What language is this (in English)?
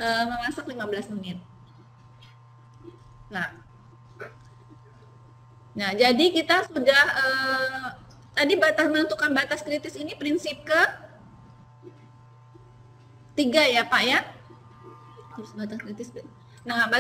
Indonesian